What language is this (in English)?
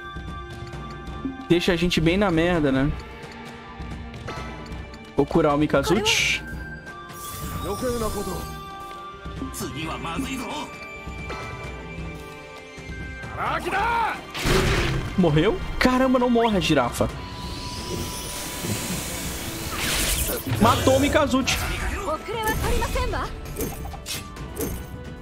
Portuguese